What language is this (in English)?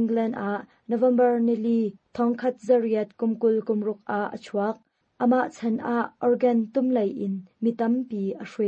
Hakha Chin